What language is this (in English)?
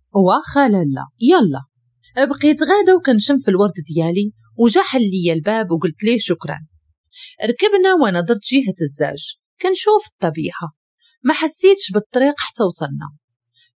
Moroccan Arabic